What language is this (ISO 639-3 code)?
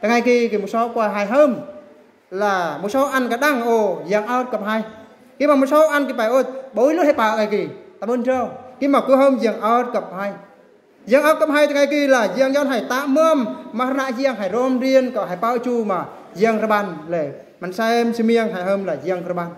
bru